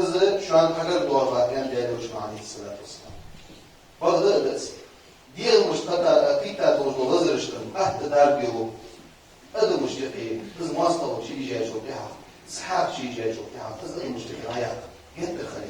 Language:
Ingush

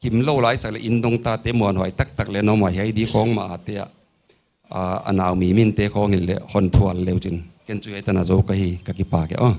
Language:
Paite Chin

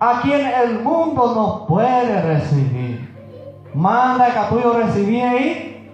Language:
Guarani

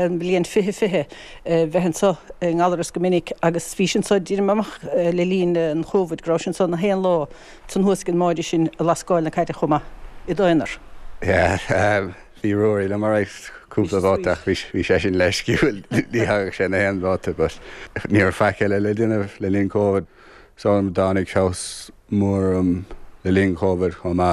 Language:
Irish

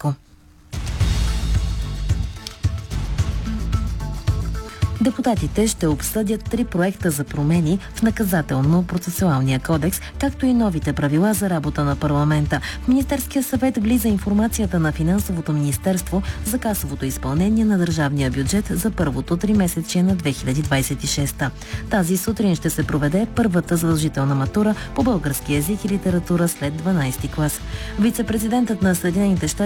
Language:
Bulgarian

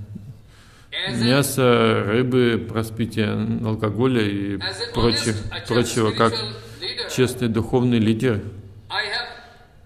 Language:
Russian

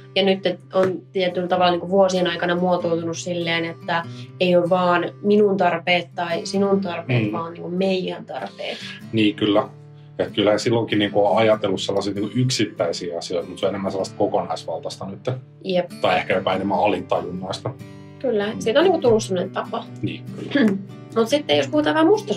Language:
Finnish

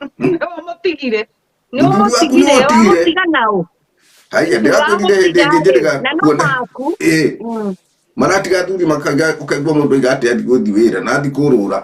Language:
Kikuyu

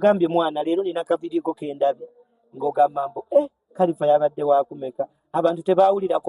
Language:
Ganda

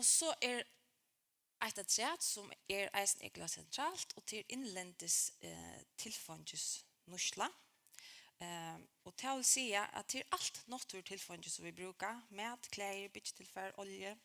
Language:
Faroese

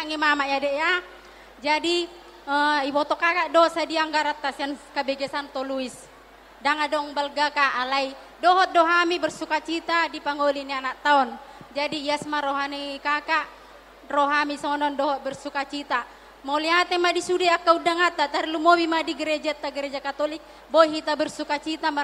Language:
Batak Toba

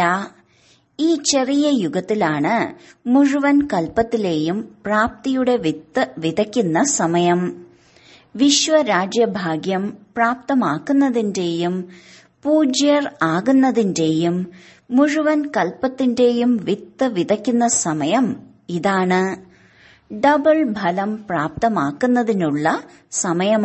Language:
Malayalam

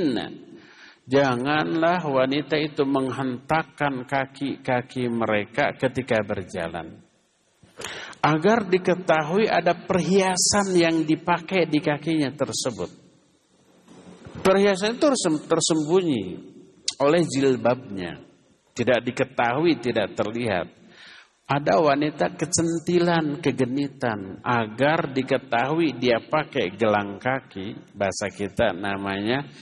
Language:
Indonesian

